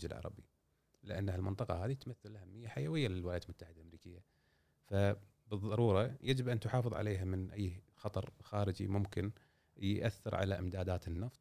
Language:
Gulf Arabic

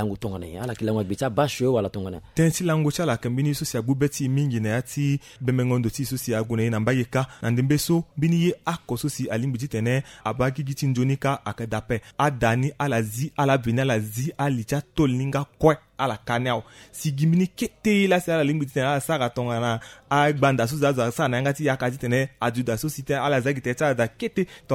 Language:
Sango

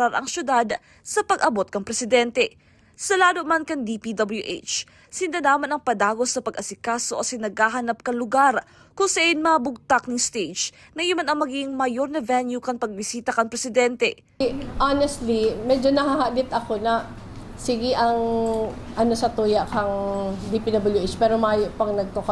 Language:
Bikol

